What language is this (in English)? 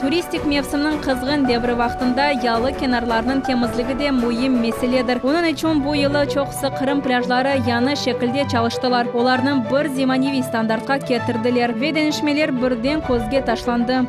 Crimean Tatar